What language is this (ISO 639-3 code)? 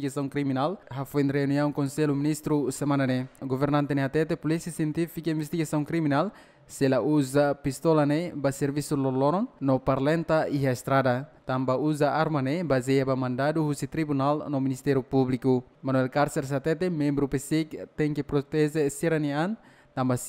tet